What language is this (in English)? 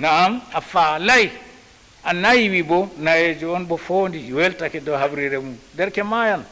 Fula